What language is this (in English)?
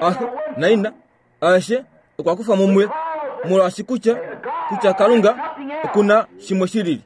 Kuanyama